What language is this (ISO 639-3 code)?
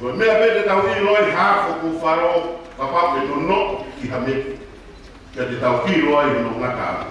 ton